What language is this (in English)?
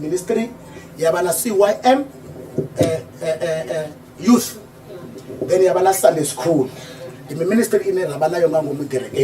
Venda